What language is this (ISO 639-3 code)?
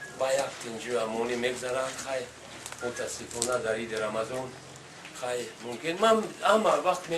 tgk